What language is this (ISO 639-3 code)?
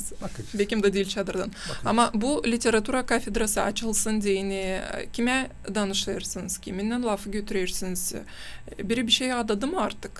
gag